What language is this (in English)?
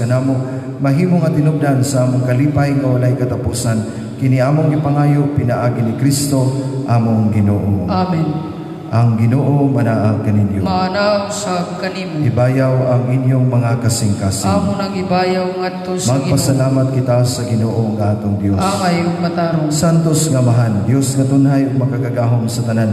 Cebuano